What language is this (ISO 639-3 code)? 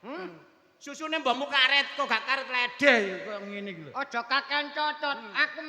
jav